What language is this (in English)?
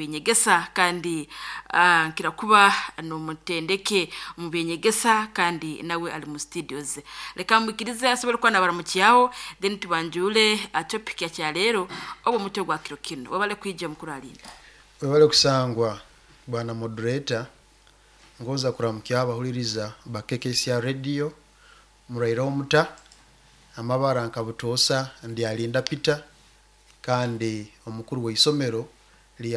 Nyoro